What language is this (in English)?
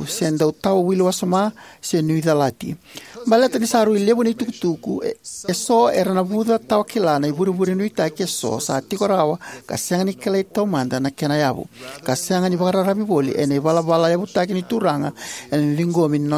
Fijian